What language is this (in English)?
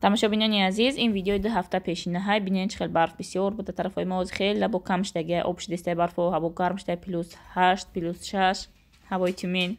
Tajik